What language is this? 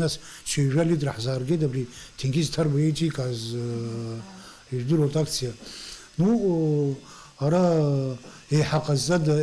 Abkhazian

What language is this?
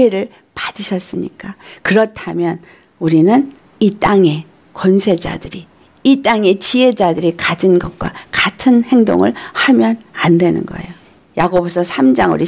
Korean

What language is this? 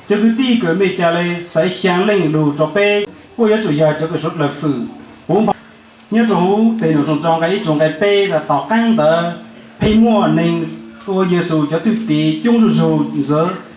Hmong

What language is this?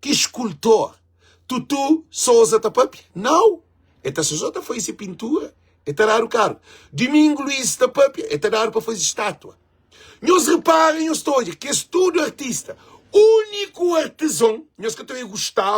Kabuverdianu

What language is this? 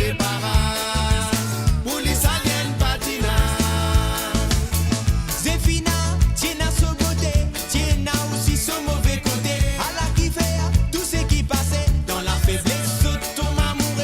Morisyen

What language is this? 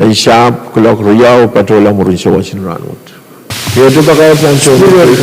Pohnpeian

